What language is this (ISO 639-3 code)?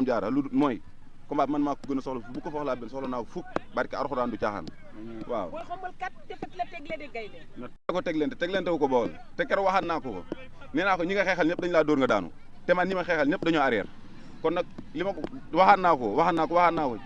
wol